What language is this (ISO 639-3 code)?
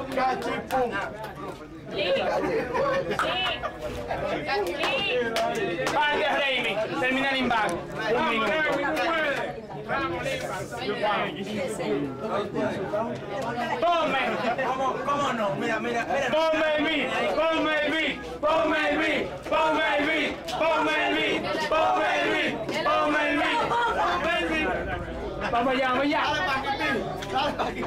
spa